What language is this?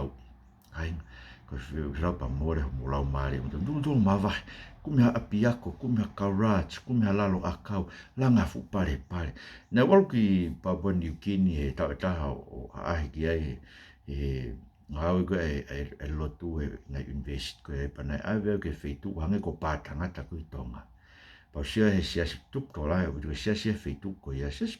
Tongan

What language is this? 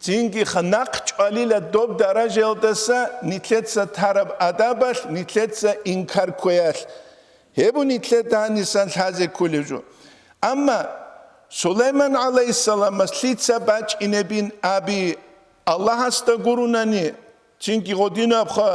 Avaric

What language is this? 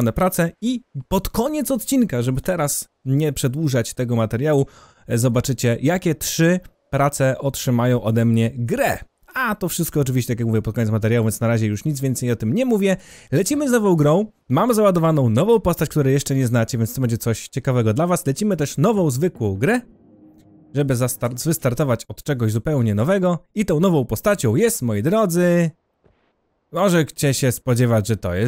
Polish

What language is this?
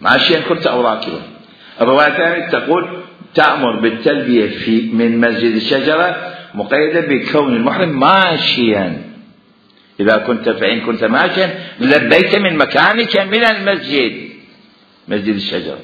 Mesopotamian Arabic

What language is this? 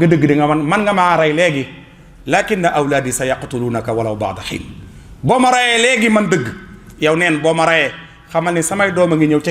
Wolof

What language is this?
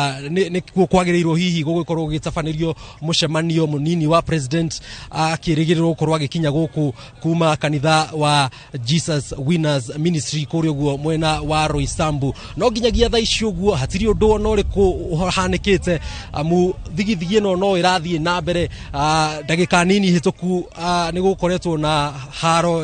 Kikuyu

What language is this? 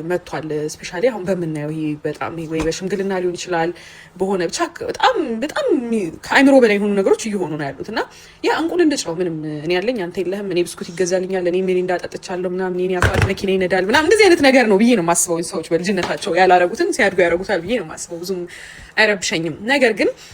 Amharic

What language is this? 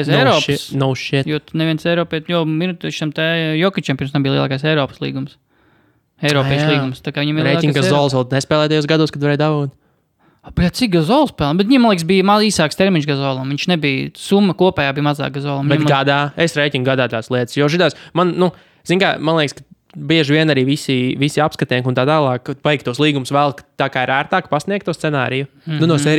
Latvian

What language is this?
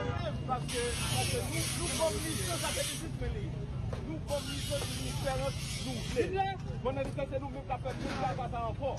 Haitian Creole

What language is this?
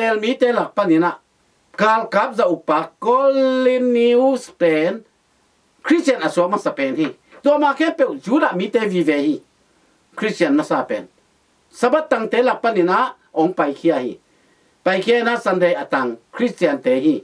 Tedim Chin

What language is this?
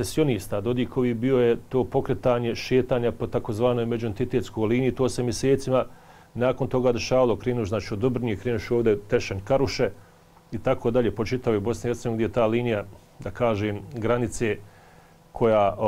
Bosnian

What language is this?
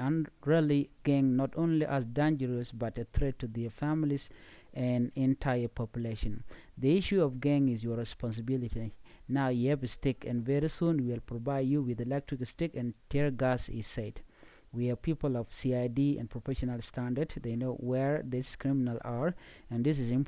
Nuer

